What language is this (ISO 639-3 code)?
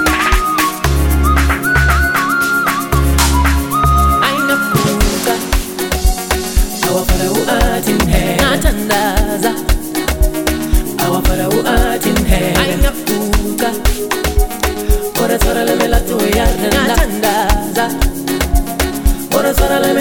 swa